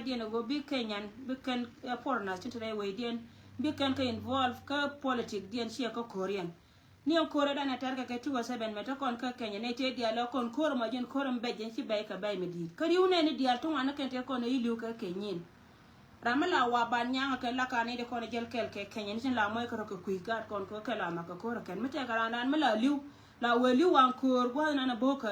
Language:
Nuer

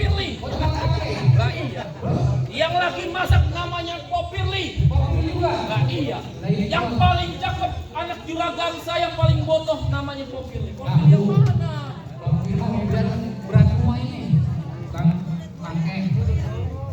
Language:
Betawi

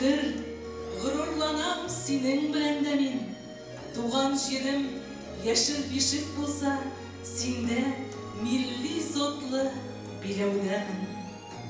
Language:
Tatar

